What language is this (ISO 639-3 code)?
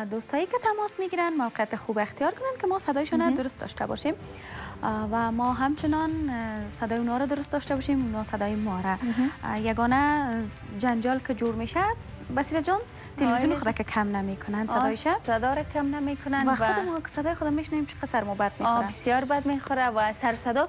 fas